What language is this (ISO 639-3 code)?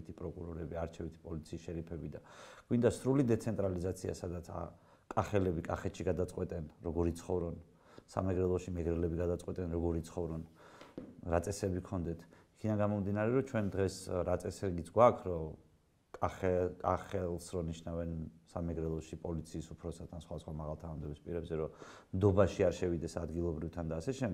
kat